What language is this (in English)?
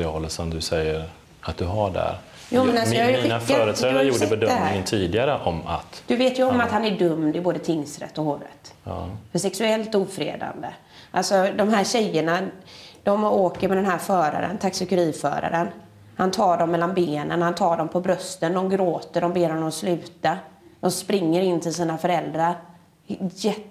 Swedish